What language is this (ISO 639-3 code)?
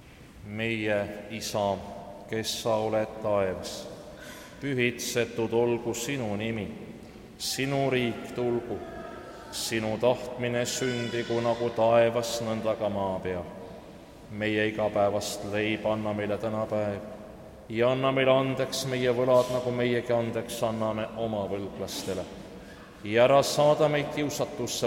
est